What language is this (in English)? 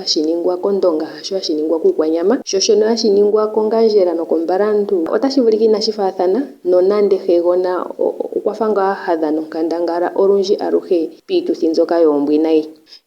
Ndonga